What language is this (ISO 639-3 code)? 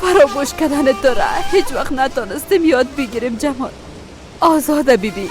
fas